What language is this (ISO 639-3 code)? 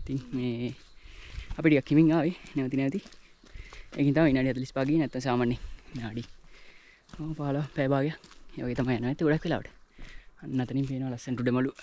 sin